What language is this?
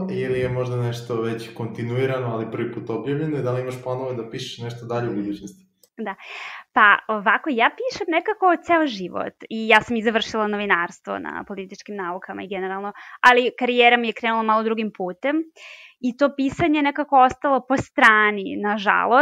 Serbian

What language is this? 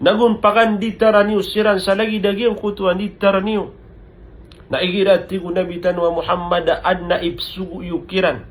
Maranao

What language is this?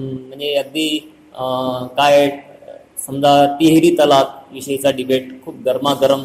Marathi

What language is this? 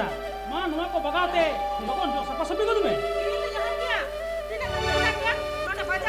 Santali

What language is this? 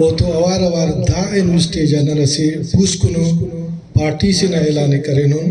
Brahui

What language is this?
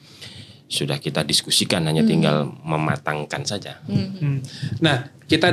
Indonesian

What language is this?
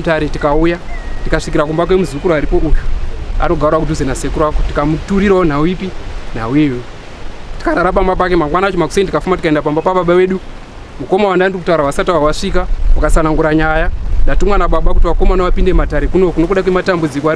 Shona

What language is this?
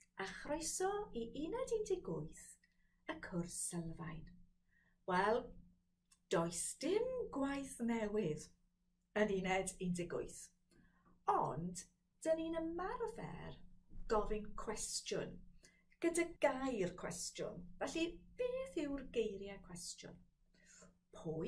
Welsh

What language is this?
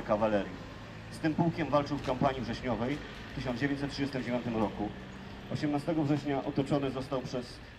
Polish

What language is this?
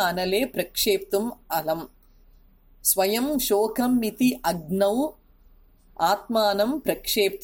Sanskrit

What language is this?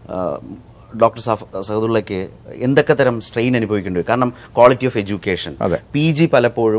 Malayalam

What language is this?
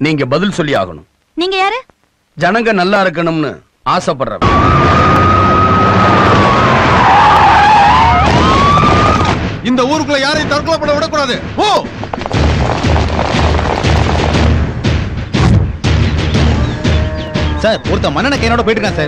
Tamil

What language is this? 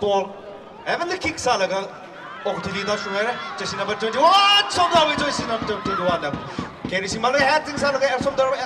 Tangkhul Naga (India)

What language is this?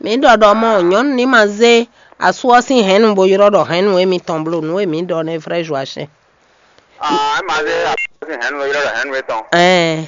Fon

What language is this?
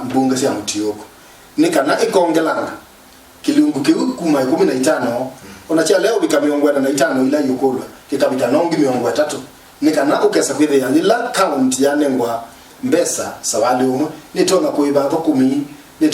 Kamba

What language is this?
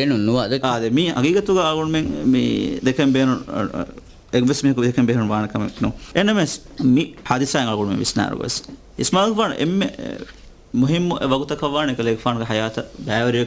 Divehi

